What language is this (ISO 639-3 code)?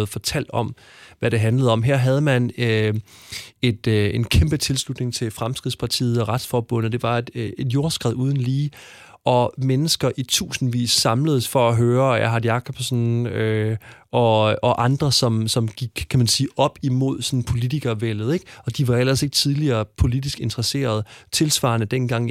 dan